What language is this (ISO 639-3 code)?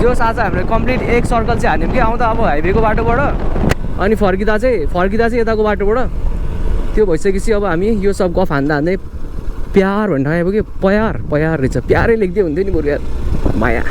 nep